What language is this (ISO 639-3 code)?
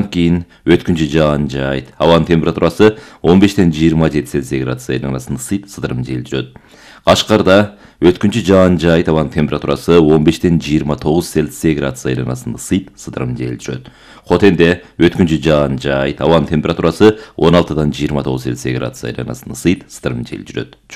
kir